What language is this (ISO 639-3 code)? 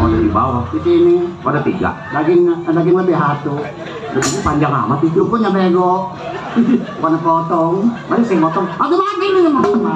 bew